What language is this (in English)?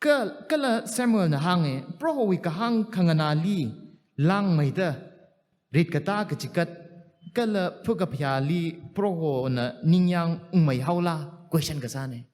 Tangkhul Naga (India)